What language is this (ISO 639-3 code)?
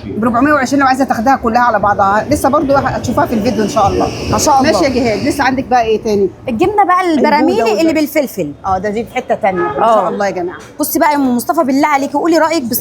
arz